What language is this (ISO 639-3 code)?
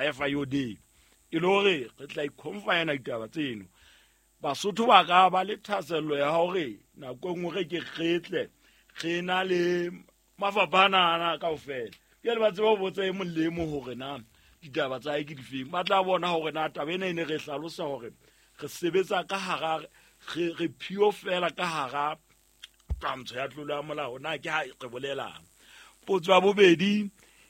sot